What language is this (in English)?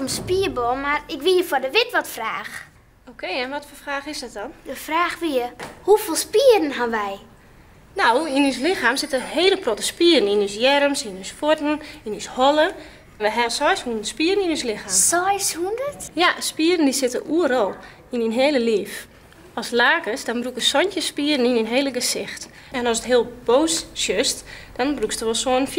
Western Frisian